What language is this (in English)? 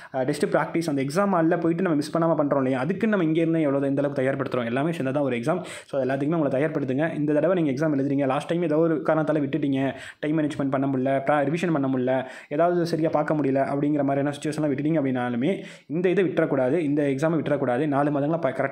Tamil